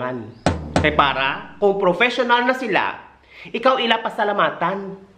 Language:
Hiligaynon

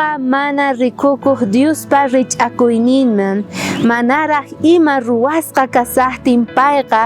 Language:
South Bolivian Quechua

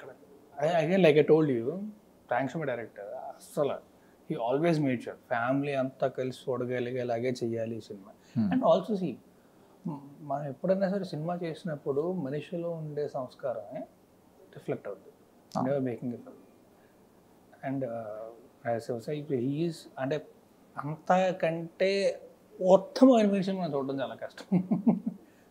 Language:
Telugu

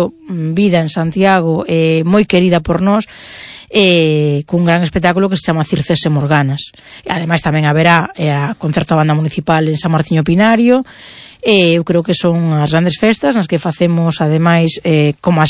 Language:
Galician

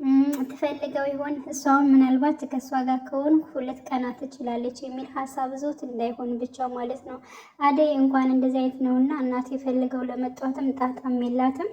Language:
Amharic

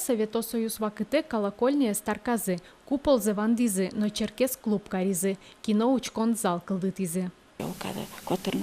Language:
Udmurt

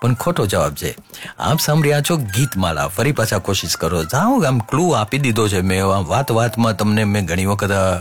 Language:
Gujarati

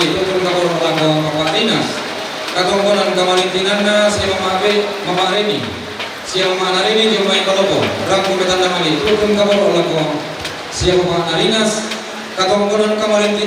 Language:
Toraja-Sa'dan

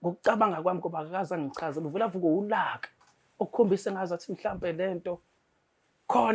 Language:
Zulu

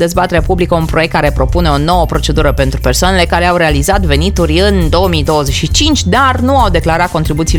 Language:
Romanian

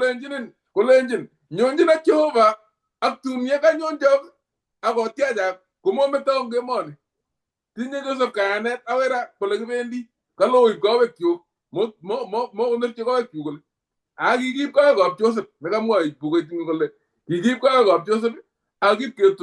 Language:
Kalenjin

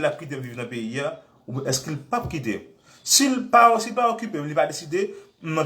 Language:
Haitian Creole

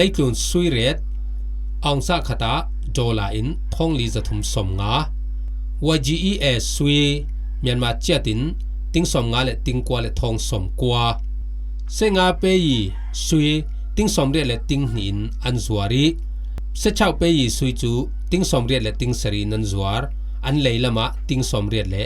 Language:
Falam Chin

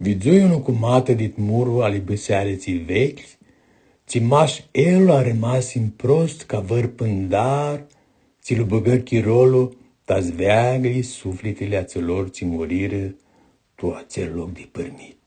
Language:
Aromanian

